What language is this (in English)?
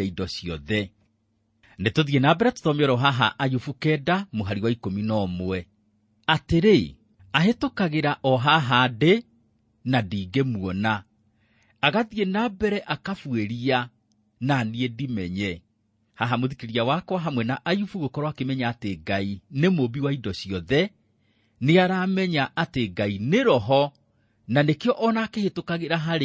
Kikuyu